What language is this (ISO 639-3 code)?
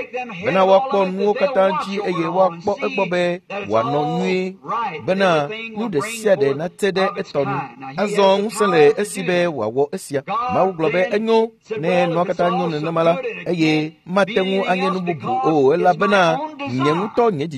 ewe